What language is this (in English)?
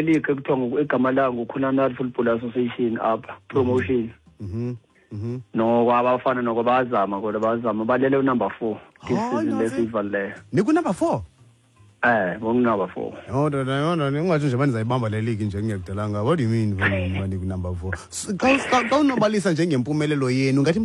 Xhosa